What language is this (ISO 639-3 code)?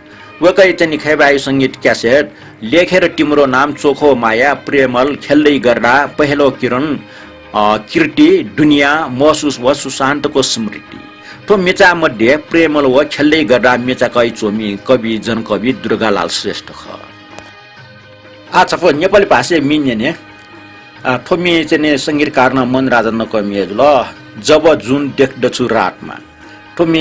new